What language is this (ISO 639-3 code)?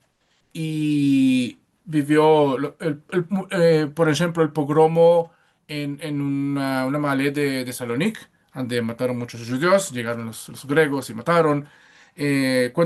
lad